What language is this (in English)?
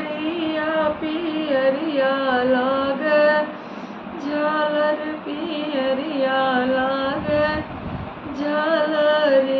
Bhojpuri